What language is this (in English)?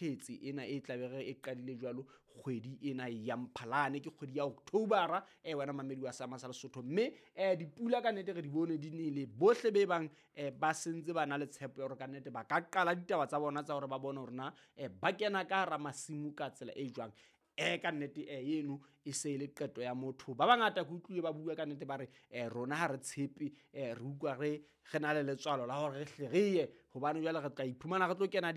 Southern Sotho